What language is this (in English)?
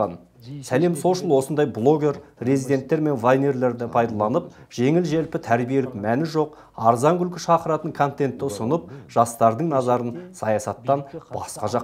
Kazakh